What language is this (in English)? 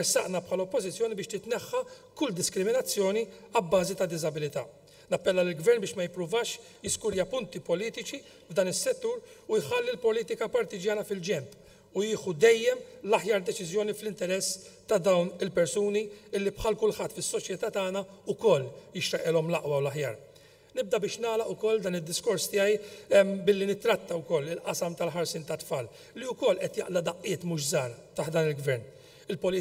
Maltese